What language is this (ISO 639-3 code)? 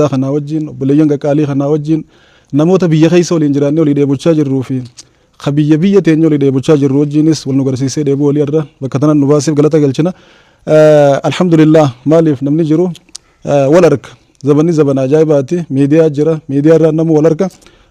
orm